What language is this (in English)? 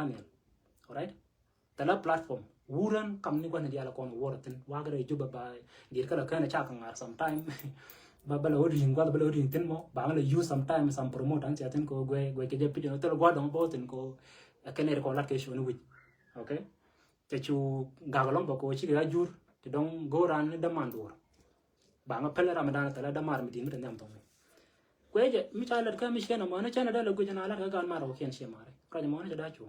Nuer